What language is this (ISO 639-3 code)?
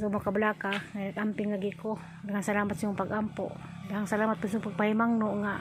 ceb